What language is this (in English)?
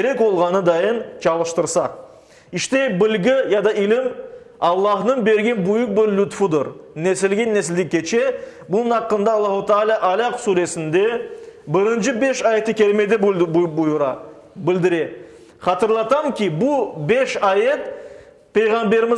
Crimean Tatar